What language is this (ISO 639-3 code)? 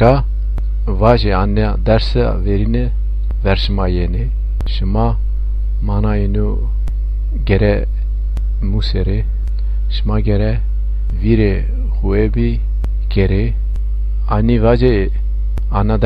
zza